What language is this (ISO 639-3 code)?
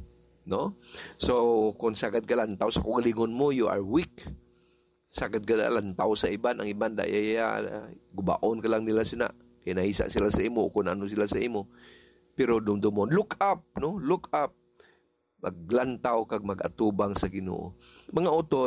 hil